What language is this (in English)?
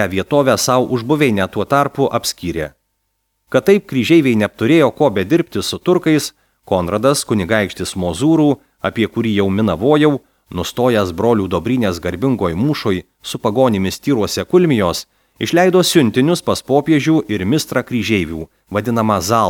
Lithuanian